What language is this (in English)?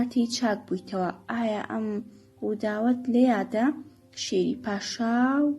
Central Kurdish